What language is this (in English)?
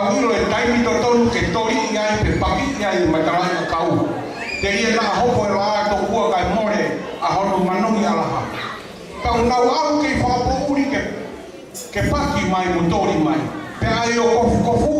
Tongan